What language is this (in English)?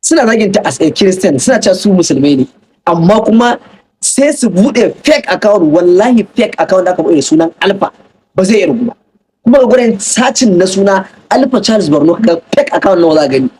Hausa